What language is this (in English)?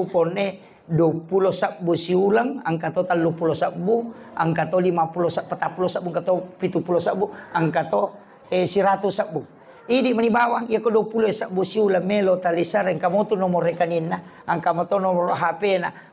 Buginese